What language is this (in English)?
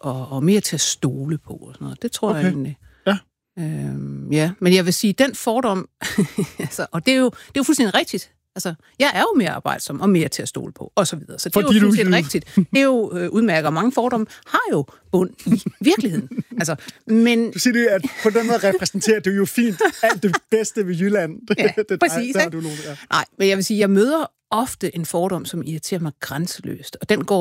Danish